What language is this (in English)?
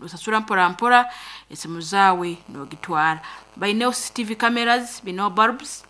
Nyankole